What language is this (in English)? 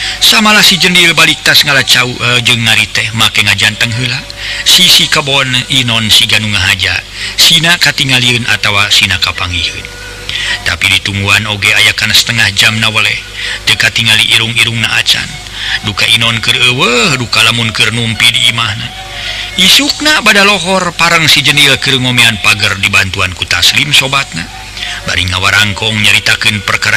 Sundanese